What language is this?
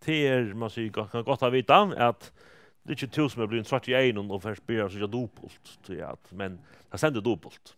Faroese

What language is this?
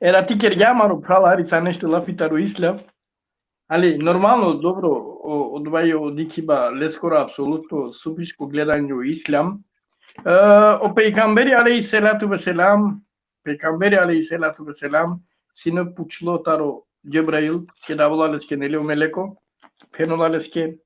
Balkan Romani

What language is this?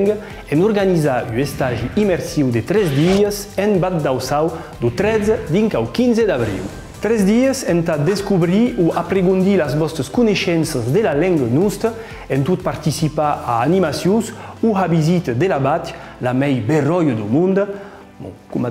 Occitan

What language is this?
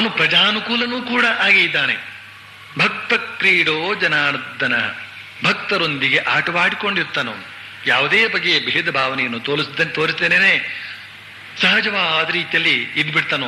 Kannada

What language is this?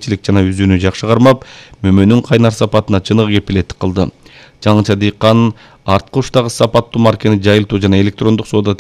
Kyrgyz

